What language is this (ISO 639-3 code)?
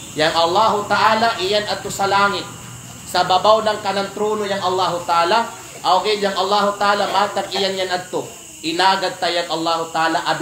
kqe